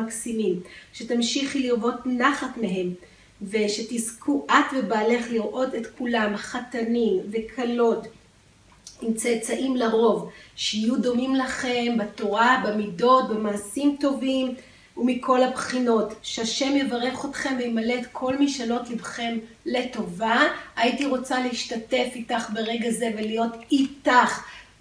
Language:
Hebrew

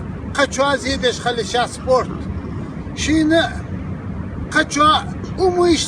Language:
Chechen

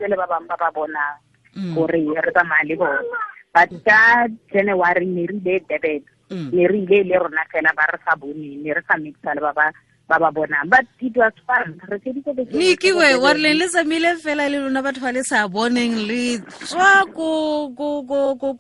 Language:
Tswana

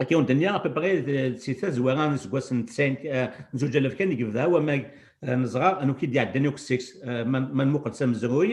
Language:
Kabyle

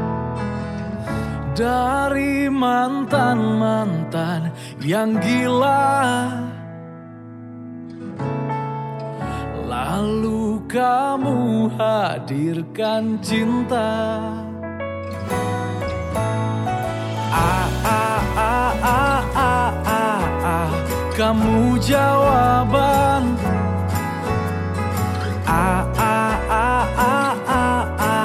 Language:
Indonesian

